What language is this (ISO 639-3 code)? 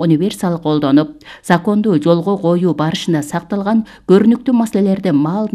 kir